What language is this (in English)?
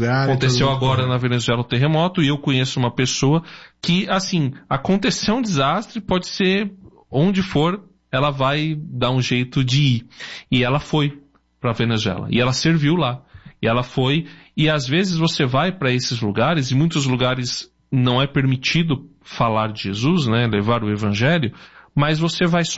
Portuguese